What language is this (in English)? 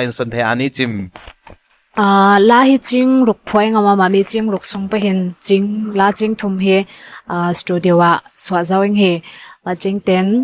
Ngawn Chin